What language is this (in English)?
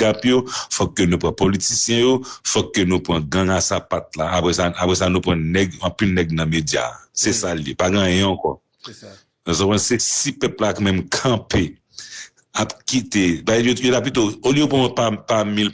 Haitian Creole